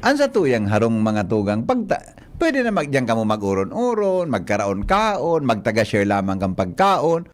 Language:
Bikol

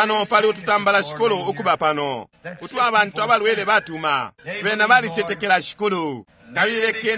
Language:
Bemba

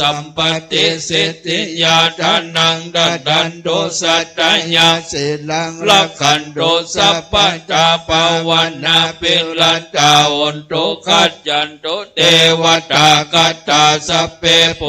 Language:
Pali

